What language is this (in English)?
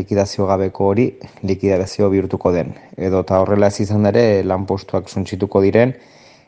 Basque